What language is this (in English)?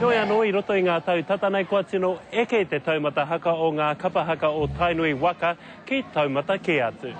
Māori